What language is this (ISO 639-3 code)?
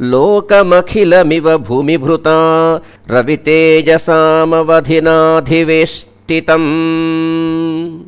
san